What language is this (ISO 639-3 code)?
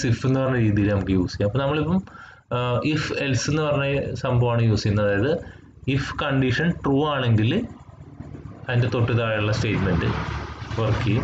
mal